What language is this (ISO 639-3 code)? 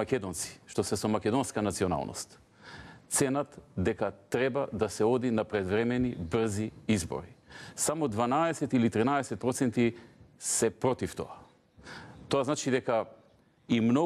mkd